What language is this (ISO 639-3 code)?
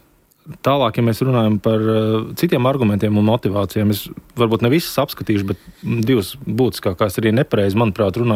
lav